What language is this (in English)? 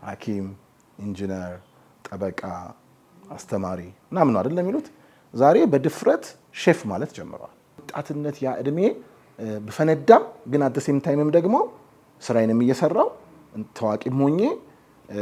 Amharic